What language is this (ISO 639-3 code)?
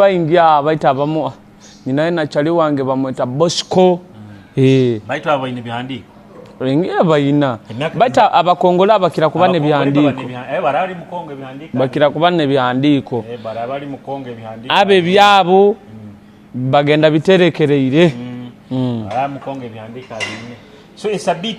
nyo